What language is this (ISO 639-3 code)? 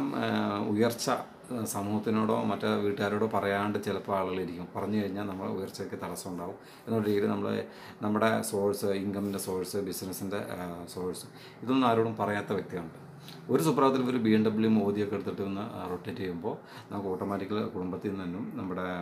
mal